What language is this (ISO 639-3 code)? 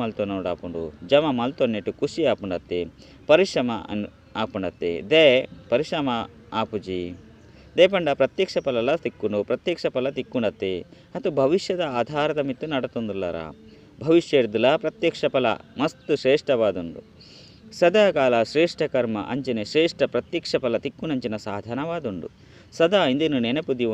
tcy